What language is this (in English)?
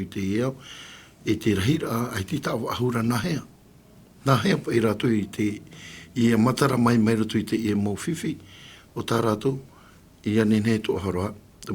Tahitian